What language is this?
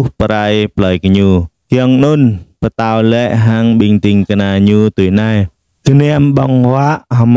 Jarai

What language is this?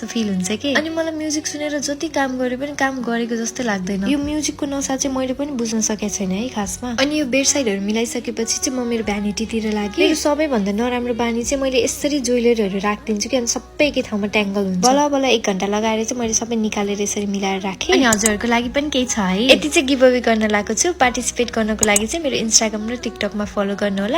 Nepali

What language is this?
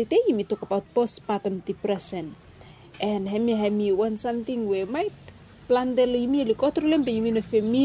Bislama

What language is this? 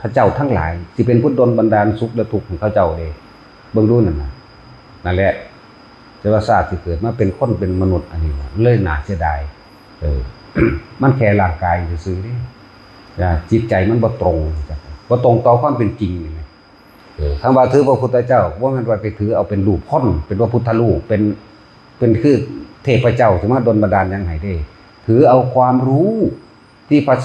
Northeastern Thai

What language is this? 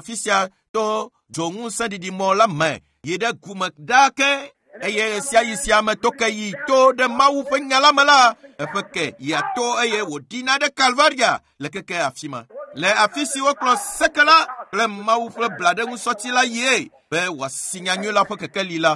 Ewe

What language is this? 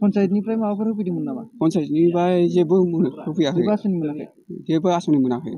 Bodo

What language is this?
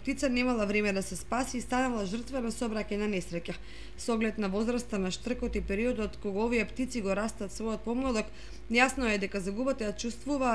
Macedonian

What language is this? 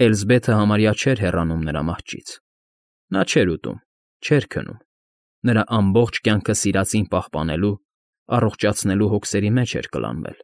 Armenian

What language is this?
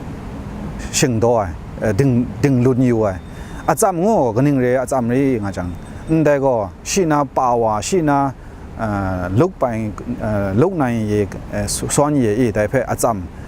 Kachin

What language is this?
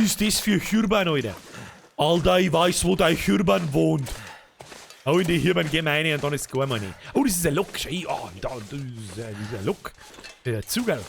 Bavarian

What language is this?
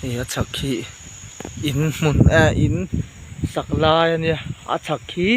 Mizo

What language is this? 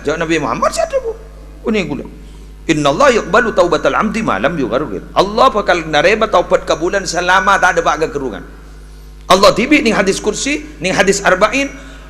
Madurese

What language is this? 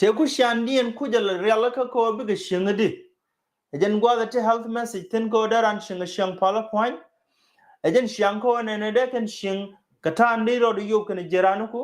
Nuer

